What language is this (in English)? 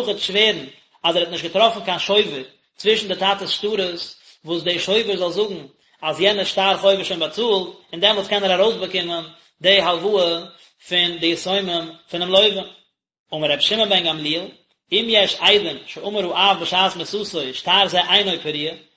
Yiddish